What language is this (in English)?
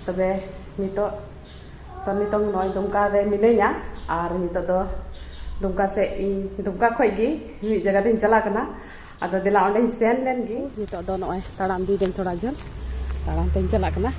Santali